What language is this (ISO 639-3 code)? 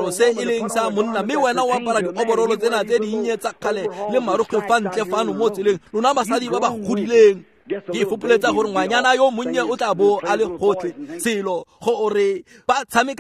tsn